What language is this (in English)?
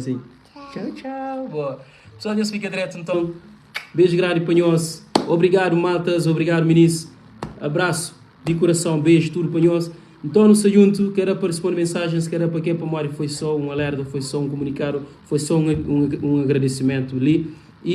Kabuverdianu